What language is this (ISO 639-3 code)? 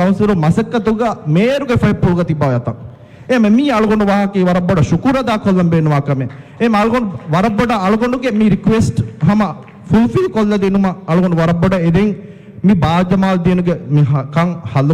div